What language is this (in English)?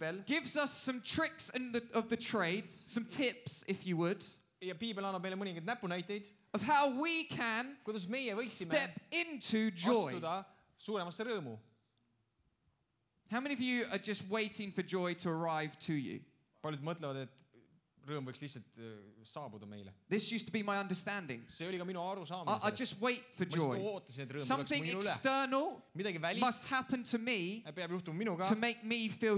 Estonian